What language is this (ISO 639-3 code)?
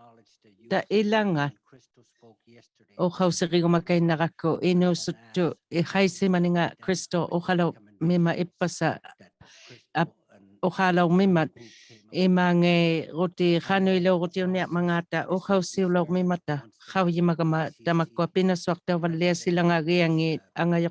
iku